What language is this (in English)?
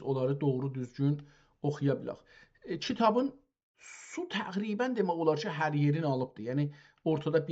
South Azerbaijani